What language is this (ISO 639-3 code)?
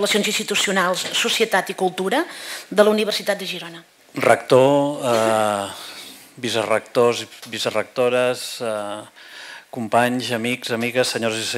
cat